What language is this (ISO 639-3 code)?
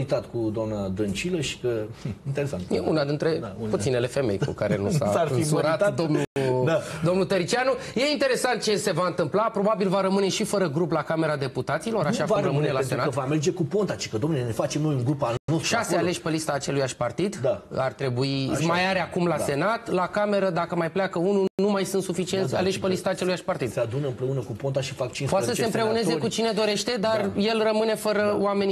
ron